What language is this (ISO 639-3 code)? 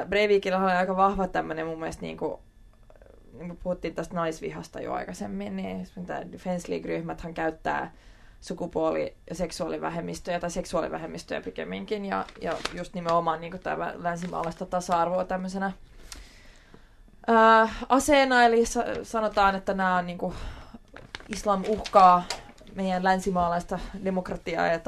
fin